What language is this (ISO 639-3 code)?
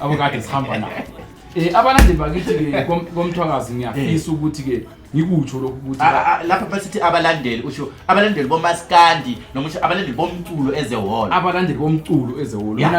zul